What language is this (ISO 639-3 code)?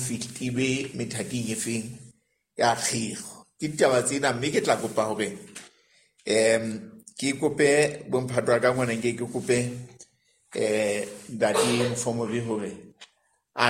sot